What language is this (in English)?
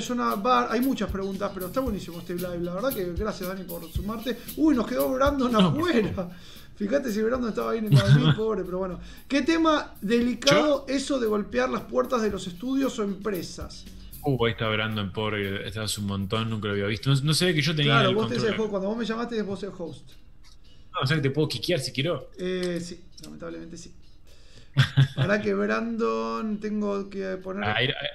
Spanish